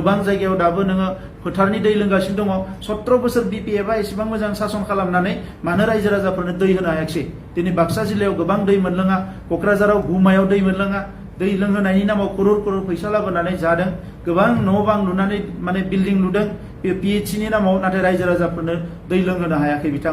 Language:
Bodo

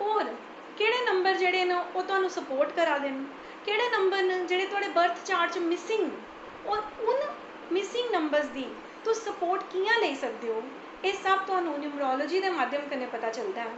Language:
Dogri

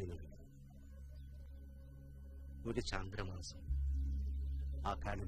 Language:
Malayalam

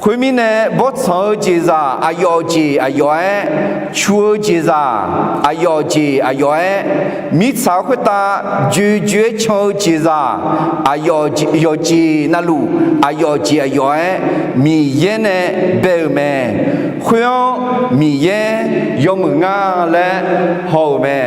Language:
Akha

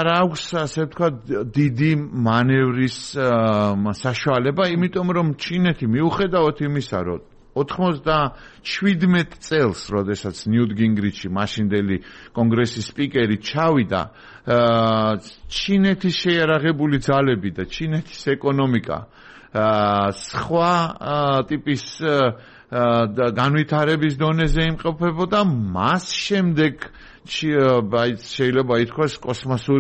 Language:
Georgian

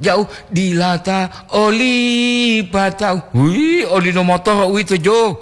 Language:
Gorontalo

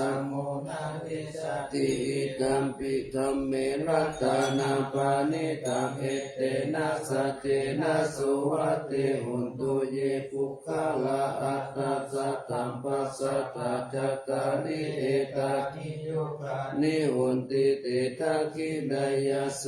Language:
Pali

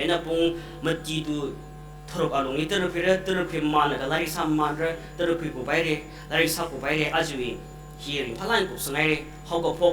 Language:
Tangkhul Naga (India)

